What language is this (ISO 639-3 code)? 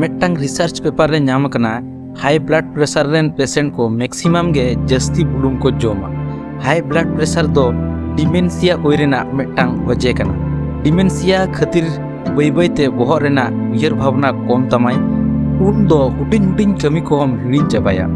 sat